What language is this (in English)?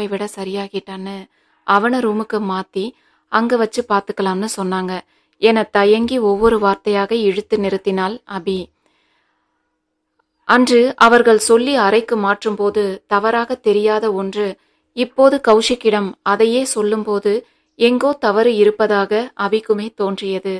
Tamil